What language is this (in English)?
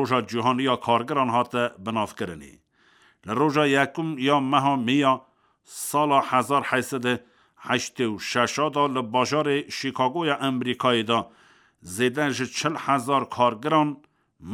Kurdish